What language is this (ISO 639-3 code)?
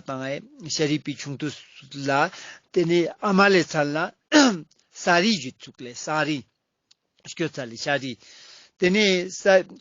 lbj